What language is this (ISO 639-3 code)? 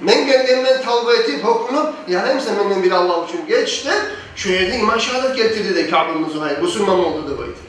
kum